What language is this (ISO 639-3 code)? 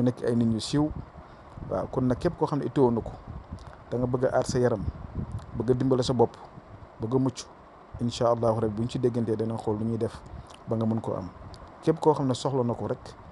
wol